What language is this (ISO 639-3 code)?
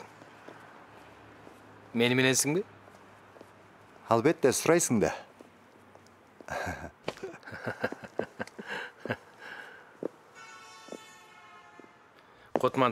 kir